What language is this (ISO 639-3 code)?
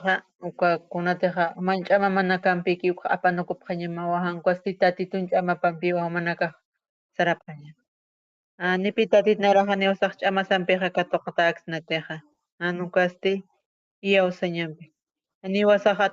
aym